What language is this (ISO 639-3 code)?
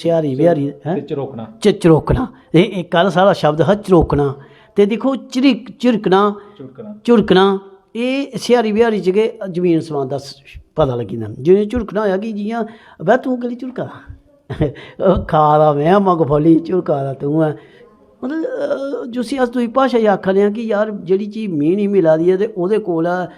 doi